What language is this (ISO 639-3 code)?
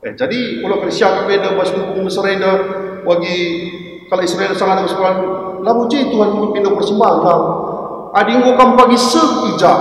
btx